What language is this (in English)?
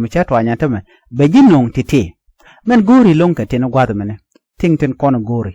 Nuer